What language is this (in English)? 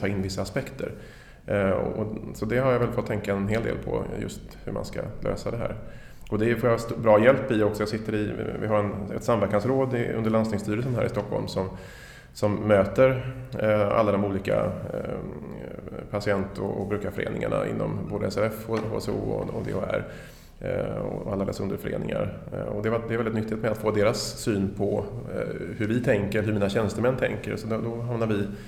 Swedish